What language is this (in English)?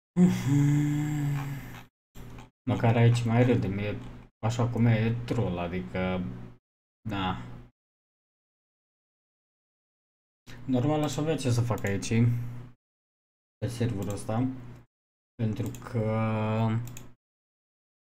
Romanian